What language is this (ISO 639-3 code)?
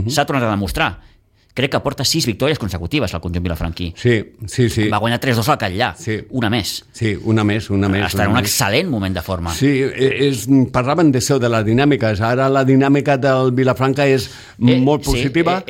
cat